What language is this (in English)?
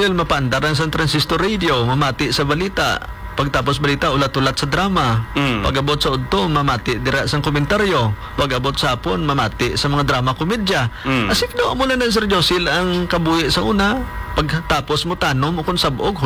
Hiligaynon